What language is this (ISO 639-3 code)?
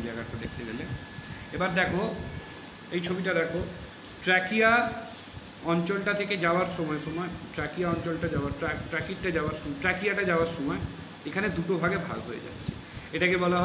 ben